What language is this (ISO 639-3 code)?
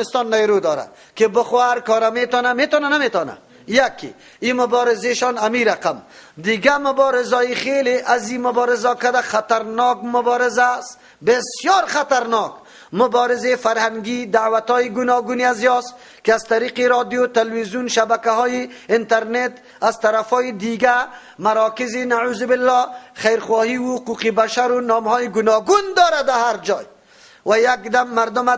fas